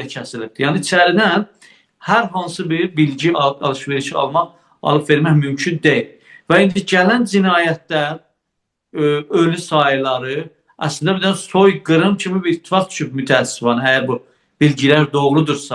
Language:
South Azerbaijani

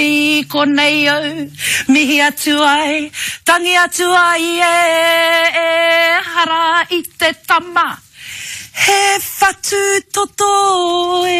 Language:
Māori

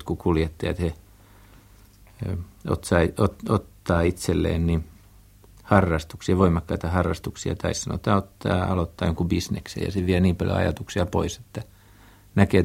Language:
Finnish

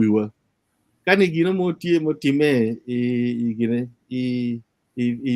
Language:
Acoli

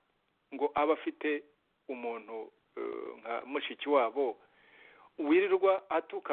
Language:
Kinyarwanda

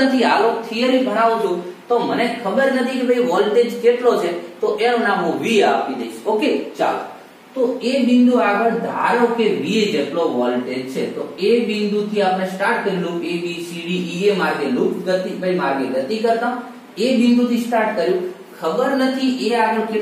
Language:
Gujarati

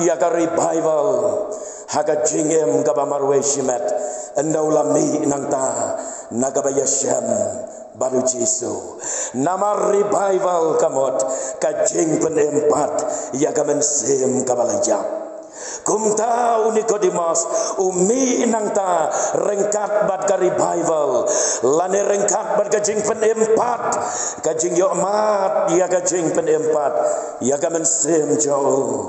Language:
Khasi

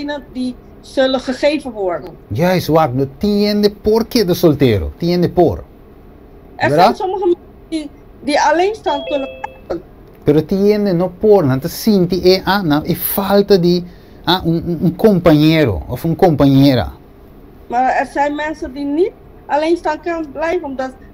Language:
Papiamento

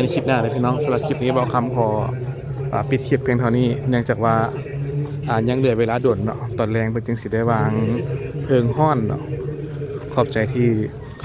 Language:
Lao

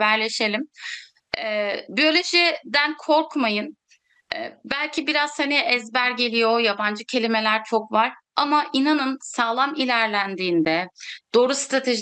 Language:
Turkish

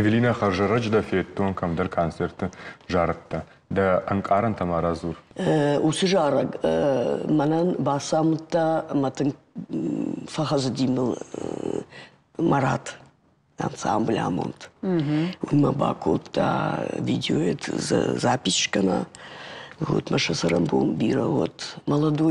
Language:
Ossetic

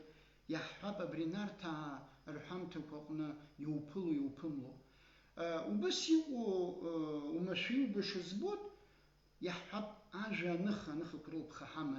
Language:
Abkhazian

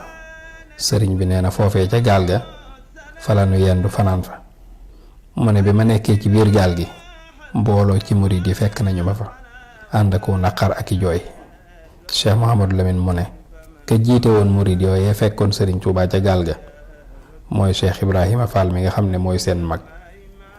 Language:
Wolof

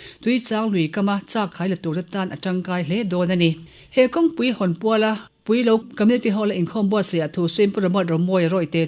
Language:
Mizo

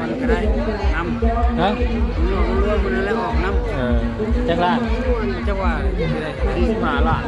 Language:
Northeastern Thai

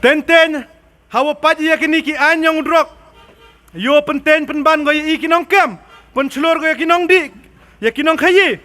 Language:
Khasi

